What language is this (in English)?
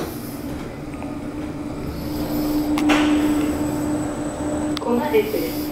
Hebrew